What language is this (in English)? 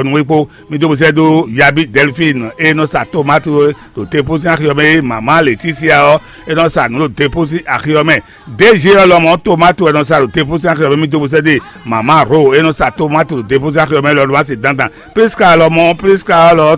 Fon